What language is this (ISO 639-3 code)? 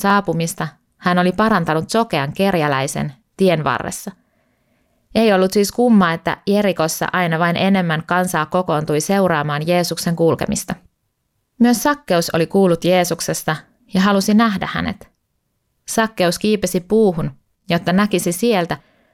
fin